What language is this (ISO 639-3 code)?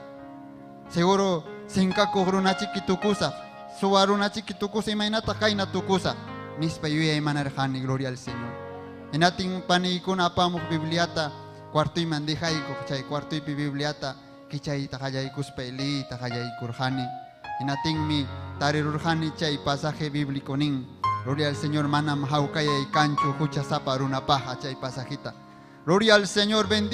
quy